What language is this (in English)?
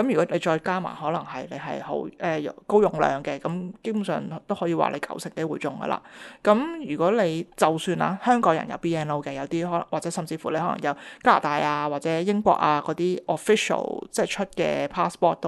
Cantonese